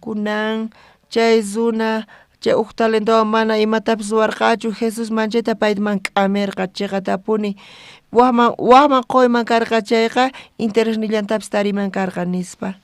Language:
South Bolivian Quechua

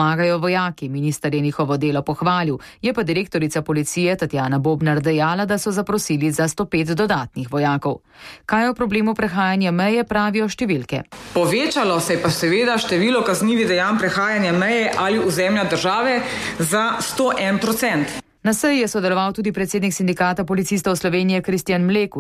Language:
Slovenian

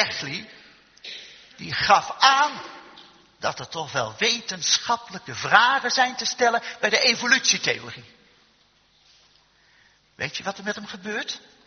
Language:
Dutch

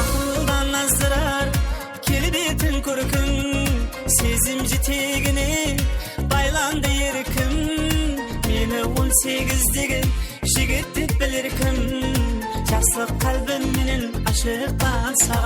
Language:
Kara-Kalpak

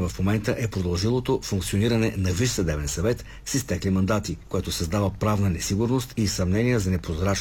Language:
Bulgarian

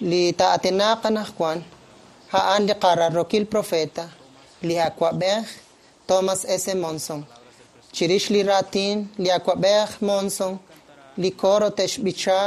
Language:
Kekchí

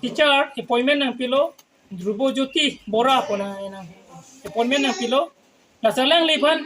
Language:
Karbi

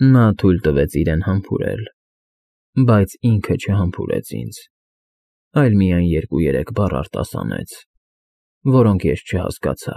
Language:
Armenian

